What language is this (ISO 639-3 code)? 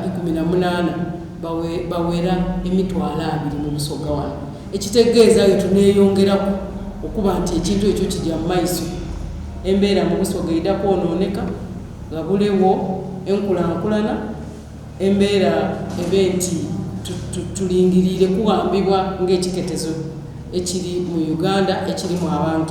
xog